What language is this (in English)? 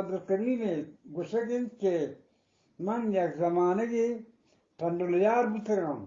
Eastern Balochi